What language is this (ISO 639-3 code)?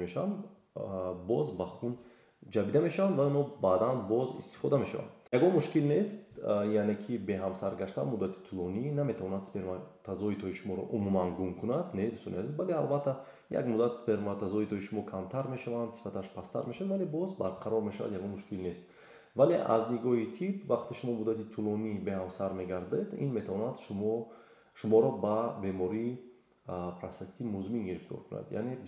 tgk